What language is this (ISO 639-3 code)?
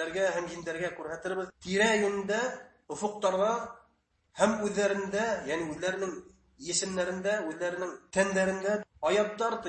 bak